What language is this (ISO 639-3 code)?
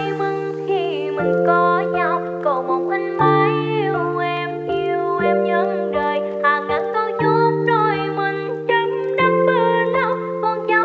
vie